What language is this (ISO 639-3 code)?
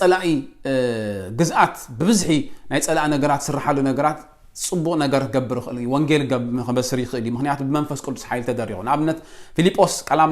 tir